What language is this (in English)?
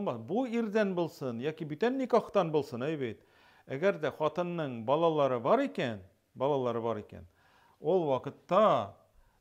Tatar